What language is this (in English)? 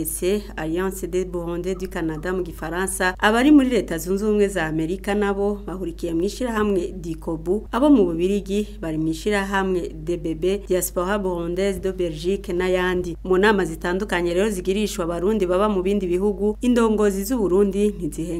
Rundi